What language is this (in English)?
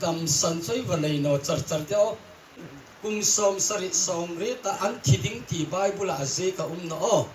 Hmar